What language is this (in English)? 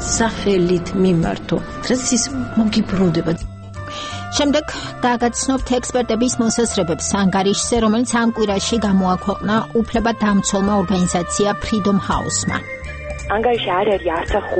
Georgian